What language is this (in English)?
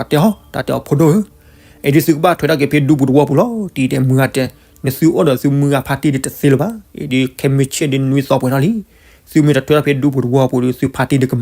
S'gaw Karen